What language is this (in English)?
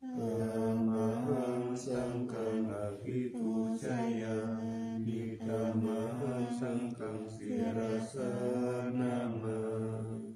Pali